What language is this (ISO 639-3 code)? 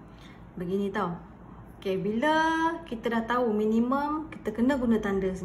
msa